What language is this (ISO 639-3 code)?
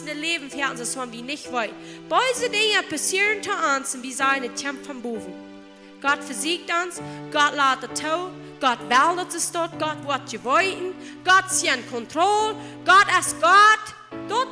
pdt